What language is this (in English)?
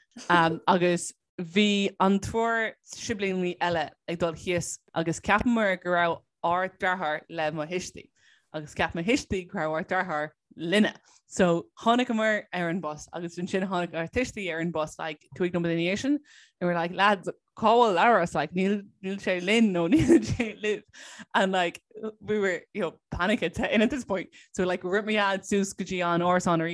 Irish